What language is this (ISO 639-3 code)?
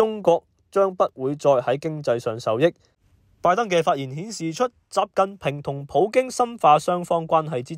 yue